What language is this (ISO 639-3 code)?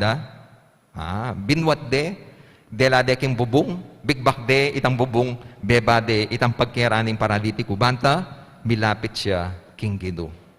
pam